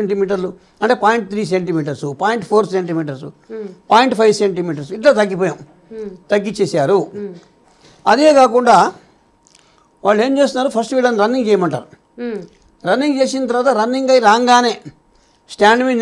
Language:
Telugu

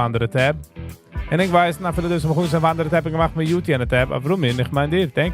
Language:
Yiddish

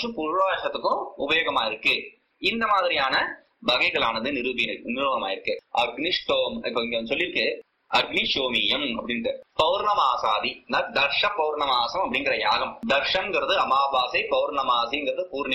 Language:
Tamil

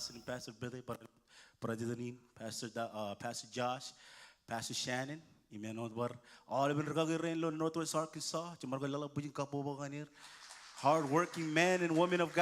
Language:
Marshallese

